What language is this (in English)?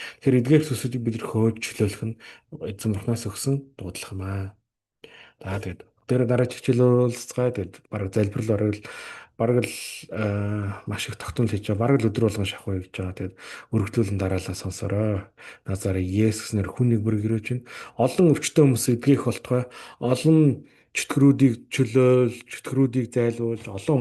Mongolian